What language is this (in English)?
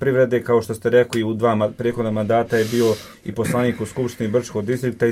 Croatian